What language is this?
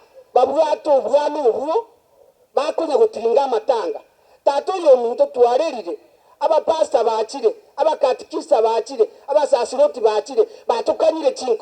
Gusii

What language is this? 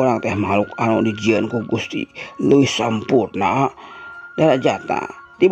Sundanese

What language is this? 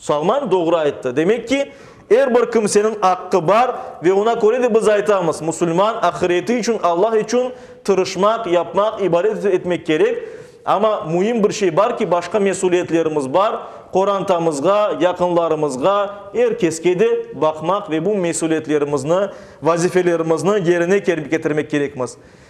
Crimean Tatar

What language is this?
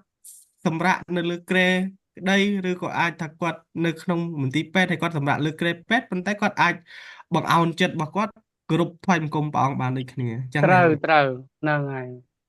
Khmer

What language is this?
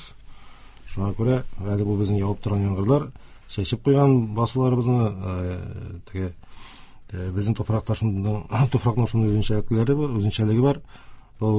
Tatar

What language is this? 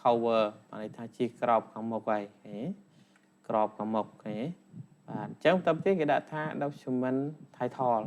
Khmer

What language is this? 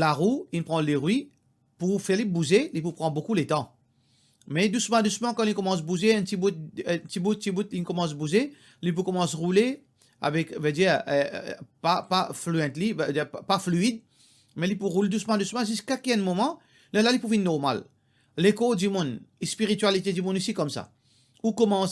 Morisyen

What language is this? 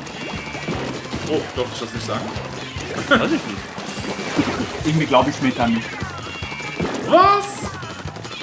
German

